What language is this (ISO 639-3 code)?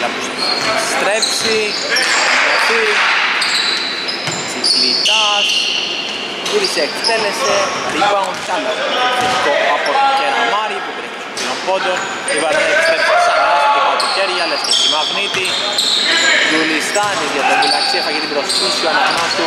ell